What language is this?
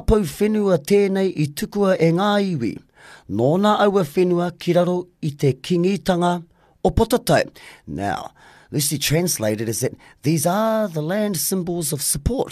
Māori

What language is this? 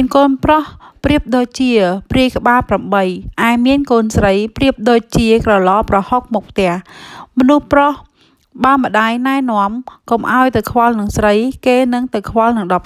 Khmer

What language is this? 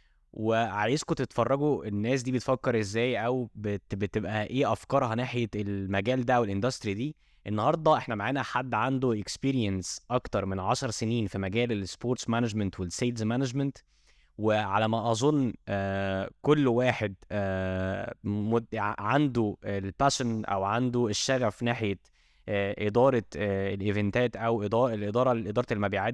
Egyptian Arabic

